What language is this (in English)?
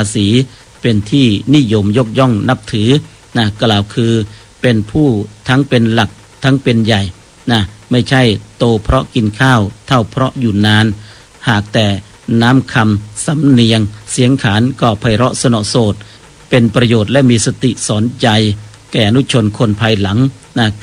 Thai